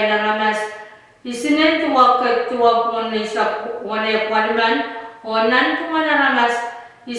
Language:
Pohnpeian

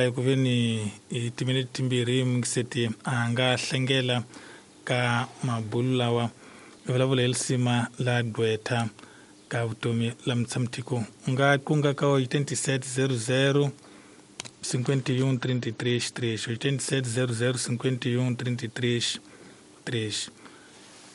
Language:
Tsonga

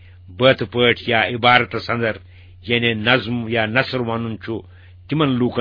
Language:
Kashmiri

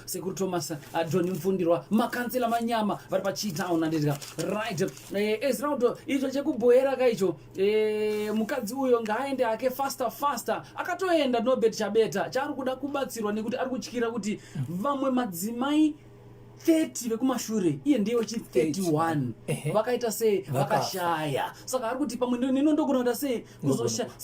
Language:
Shona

